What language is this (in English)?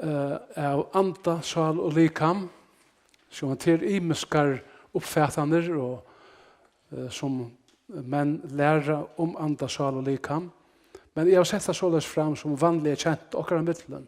Faroese